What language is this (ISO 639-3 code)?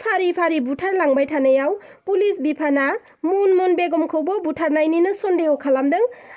brx